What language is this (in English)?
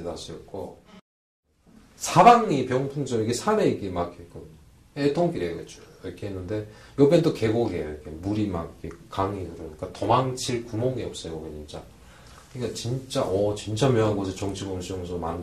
Korean